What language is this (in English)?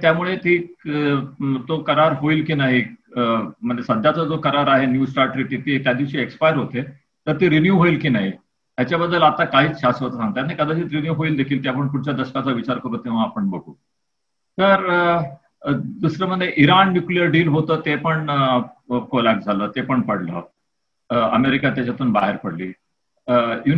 Marathi